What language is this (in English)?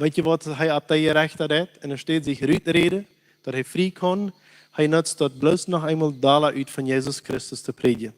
Plautdietsch